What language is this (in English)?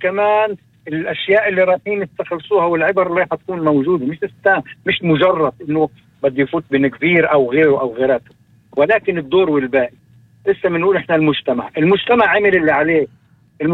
North Levantine Arabic